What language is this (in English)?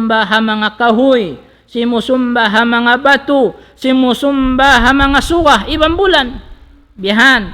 Tausug